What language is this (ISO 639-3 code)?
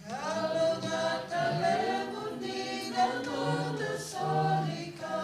fij